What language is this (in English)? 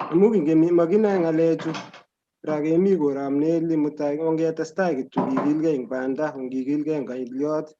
Kalenjin